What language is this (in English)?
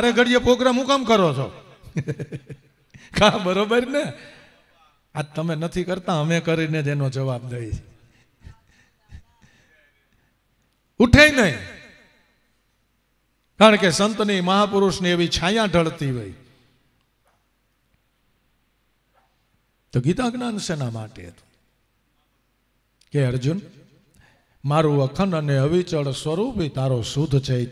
Gujarati